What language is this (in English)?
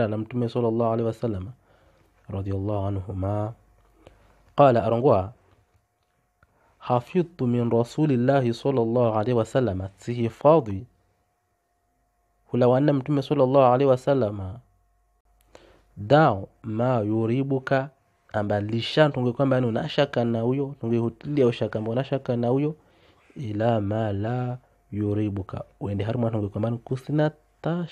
Swahili